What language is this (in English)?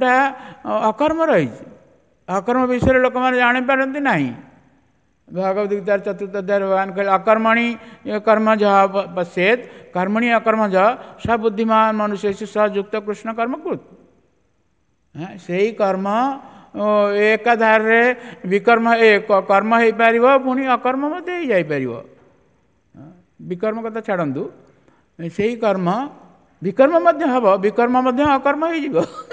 Odia